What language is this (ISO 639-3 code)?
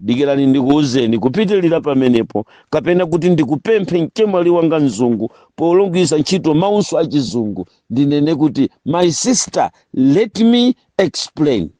nya